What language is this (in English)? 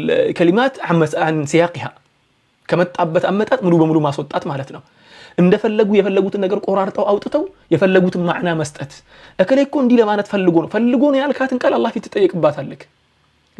Amharic